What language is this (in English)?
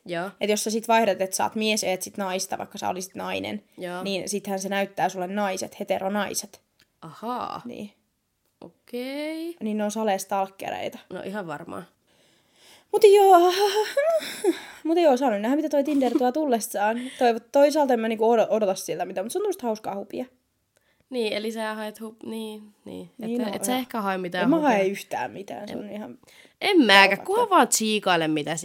Finnish